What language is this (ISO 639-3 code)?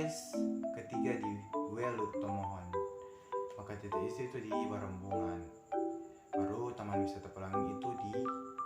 xmm